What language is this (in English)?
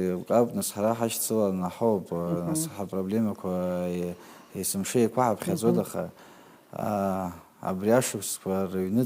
Abkhazian